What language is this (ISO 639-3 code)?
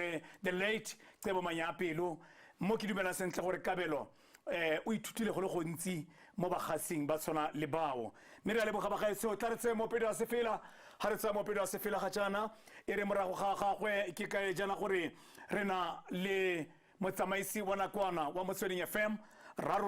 tsn